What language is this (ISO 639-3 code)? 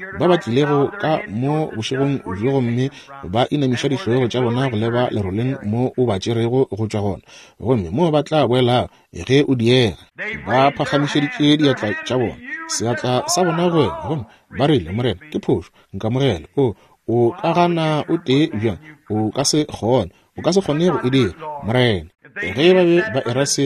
nso